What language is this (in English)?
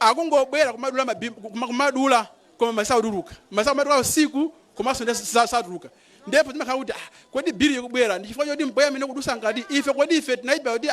Nyanja